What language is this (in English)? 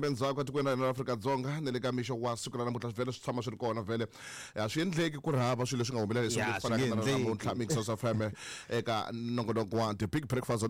Tsonga